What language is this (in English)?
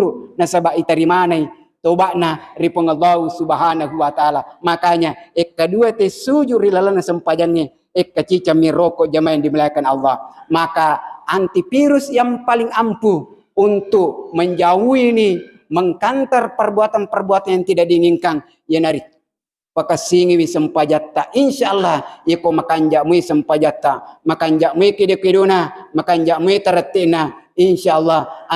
Buginese